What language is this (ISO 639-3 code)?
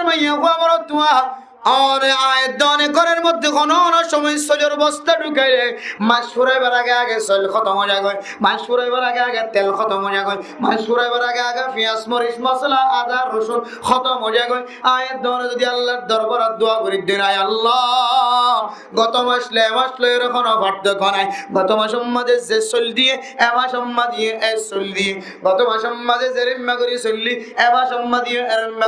rhg